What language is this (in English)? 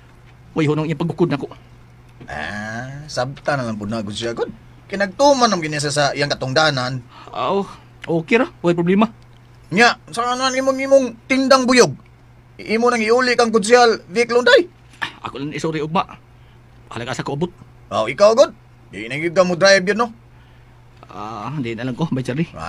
Cebuano